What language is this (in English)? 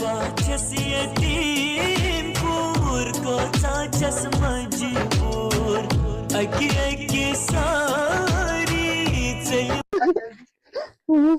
Kashmiri